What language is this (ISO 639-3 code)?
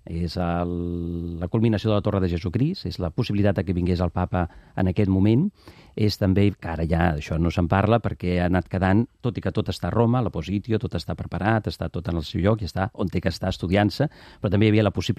cat